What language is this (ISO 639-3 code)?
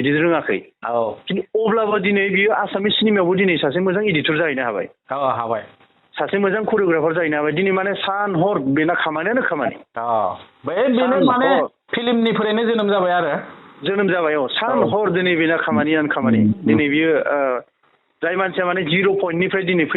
brx